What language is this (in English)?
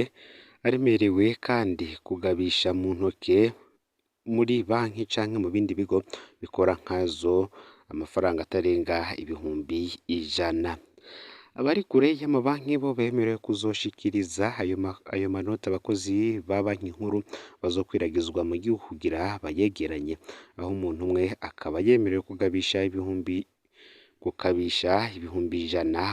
Rundi